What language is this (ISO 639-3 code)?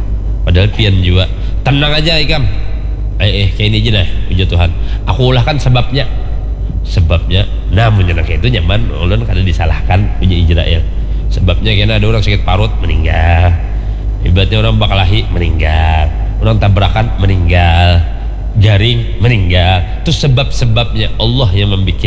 bjn